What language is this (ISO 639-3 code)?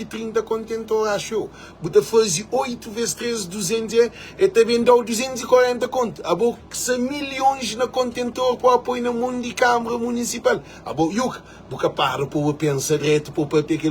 kea